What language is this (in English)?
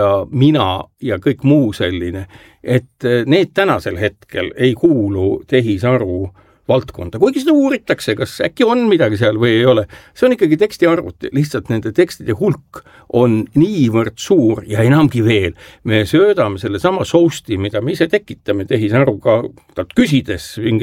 Estonian